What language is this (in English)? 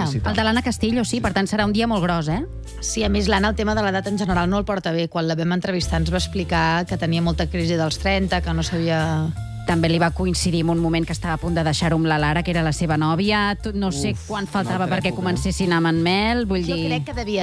Catalan